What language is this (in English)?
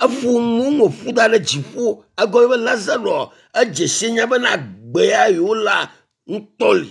Ewe